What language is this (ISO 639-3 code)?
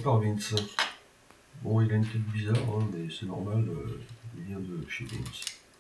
fra